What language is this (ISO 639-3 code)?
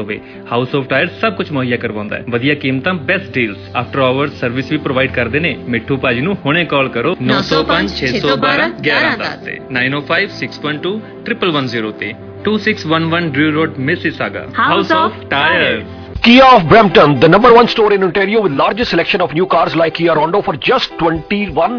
pan